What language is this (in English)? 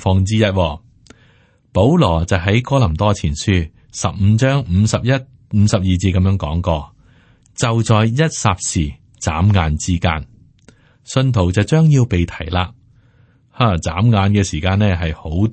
Cantonese